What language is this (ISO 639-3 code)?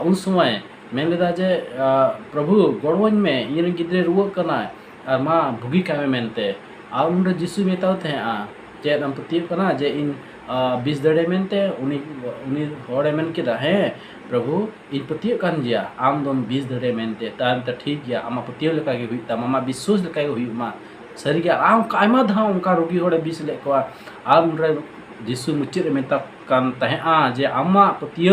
sat